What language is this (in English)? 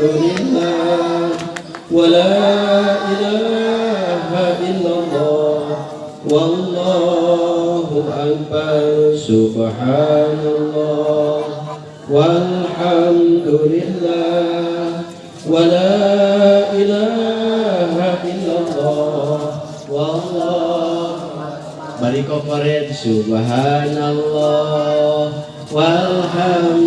Sundanese